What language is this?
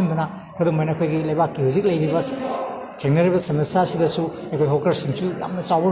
Manipuri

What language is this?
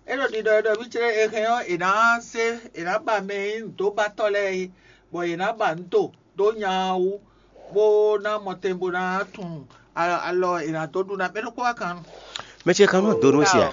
Fon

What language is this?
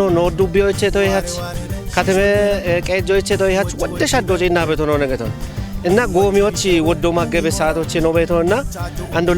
Kafa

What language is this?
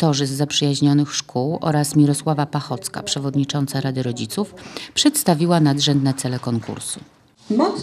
Polish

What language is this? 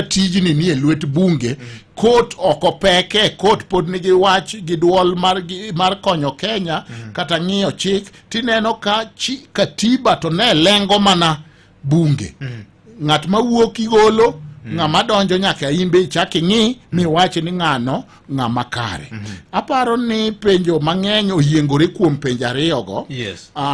Luo (Kenya and Tanzania)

